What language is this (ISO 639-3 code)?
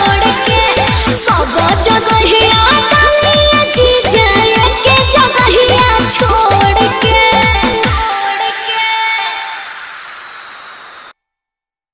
bho